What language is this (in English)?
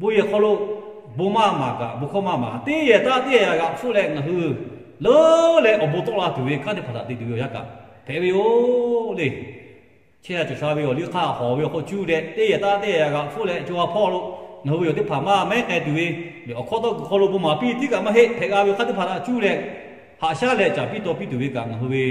Lahu